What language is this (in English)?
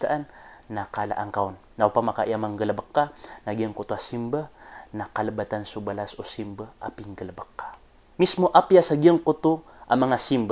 Maranao